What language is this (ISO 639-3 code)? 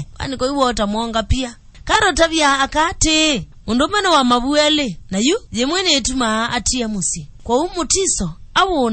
kam